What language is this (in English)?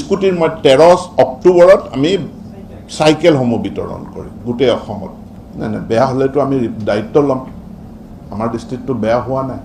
Assamese